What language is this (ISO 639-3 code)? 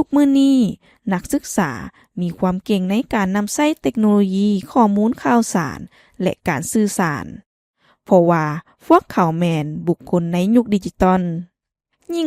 lao